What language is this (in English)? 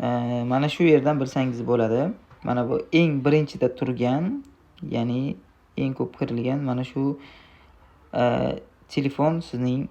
Uzbek